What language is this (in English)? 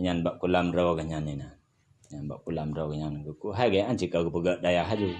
Achinese